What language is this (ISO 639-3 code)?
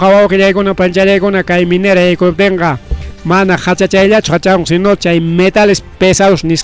quy